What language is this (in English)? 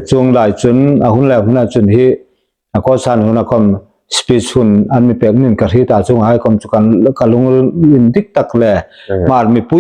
Hmar